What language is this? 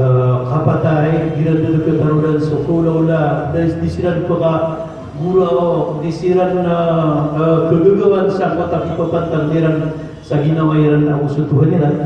Maranao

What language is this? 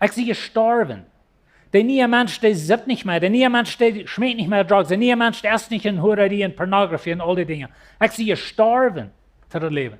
Plautdietsch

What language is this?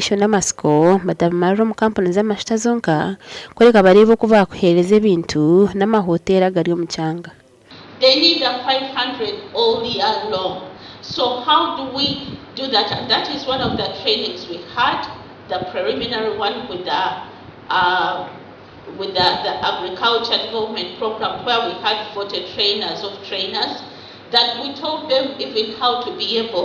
Nyankole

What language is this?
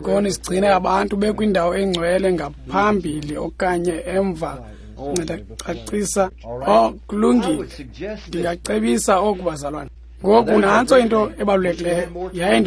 Xhosa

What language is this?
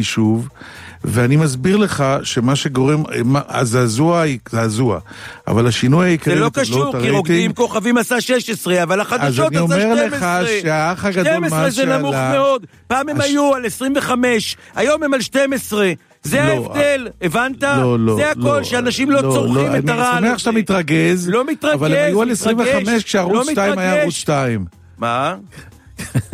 Hebrew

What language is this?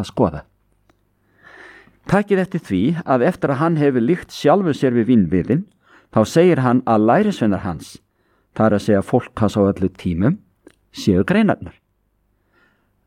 Icelandic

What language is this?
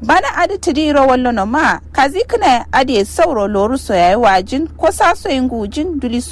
Kanuri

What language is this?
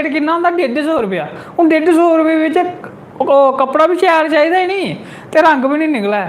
Dogri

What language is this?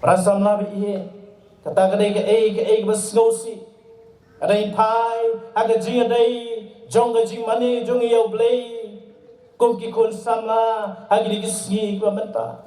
Khasi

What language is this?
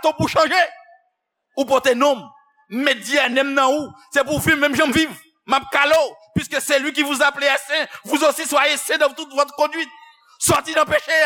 Haitian Creole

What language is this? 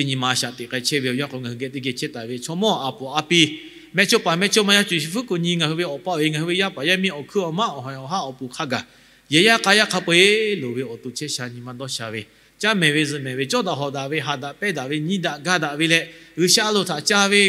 Lahu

